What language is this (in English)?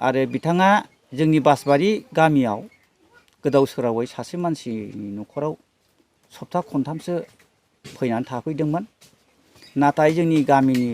Bodo